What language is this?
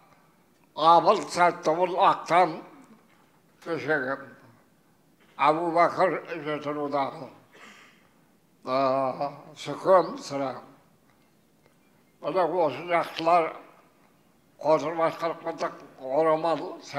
Kazakh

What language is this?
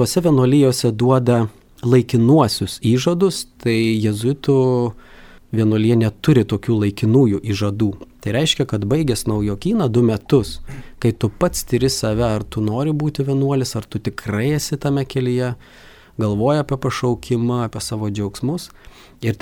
Lithuanian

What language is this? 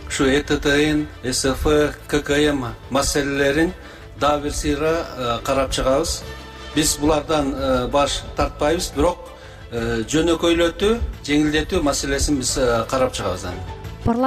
Kyrgyz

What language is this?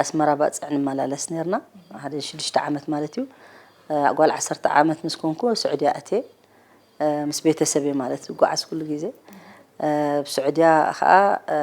Tigrinya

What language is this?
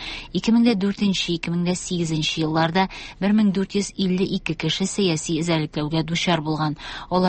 Tatar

